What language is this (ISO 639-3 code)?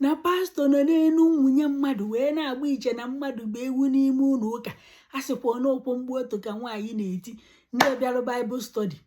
ibo